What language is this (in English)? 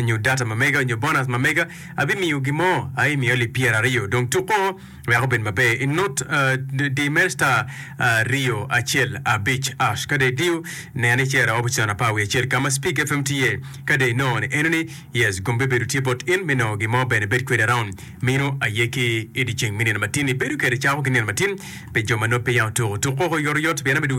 Acoli